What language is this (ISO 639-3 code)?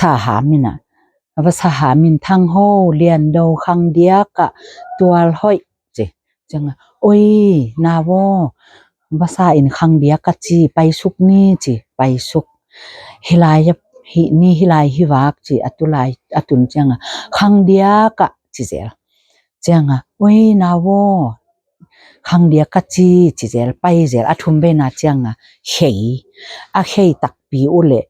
ctd